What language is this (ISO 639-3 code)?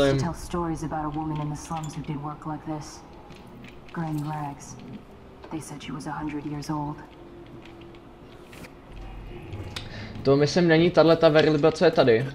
ces